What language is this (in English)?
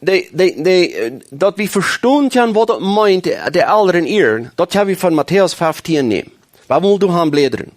Plautdietsch